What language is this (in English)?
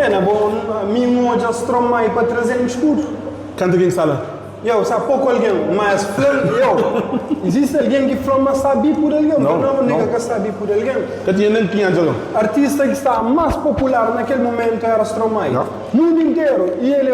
Kabuverdianu